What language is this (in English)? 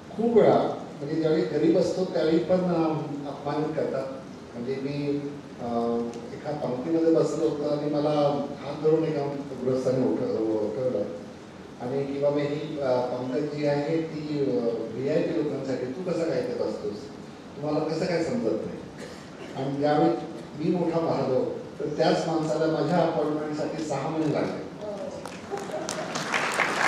Marathi